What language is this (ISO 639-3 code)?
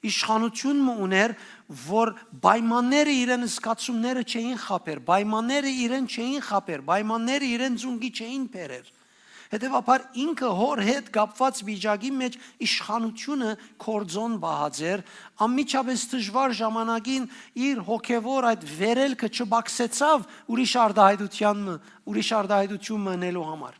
hyw